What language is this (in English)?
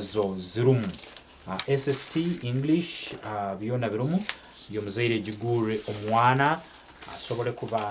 Nyankole